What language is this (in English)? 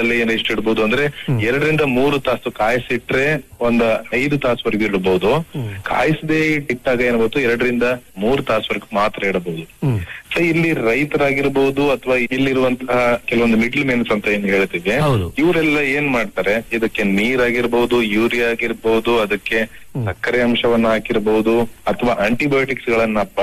Kannada